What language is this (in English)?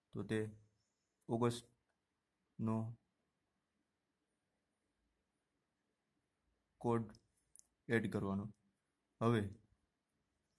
Gujarati